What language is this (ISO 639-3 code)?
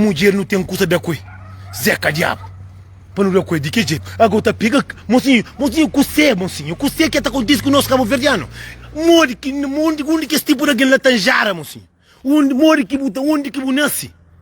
kea